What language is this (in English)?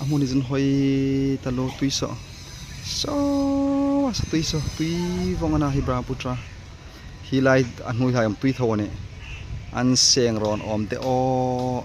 Hmar